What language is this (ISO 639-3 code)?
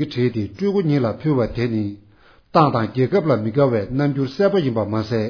bod